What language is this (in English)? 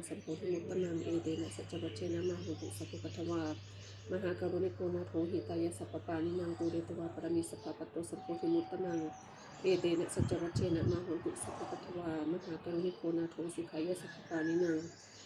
Pali